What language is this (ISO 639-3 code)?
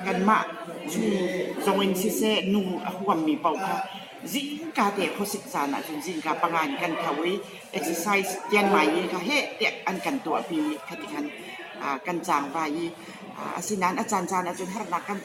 cnh